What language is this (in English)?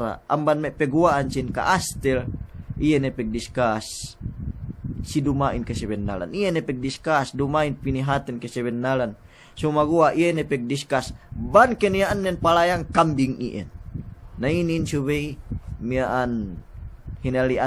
Yakan